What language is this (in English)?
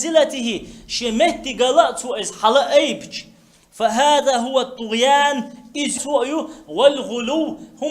Chechen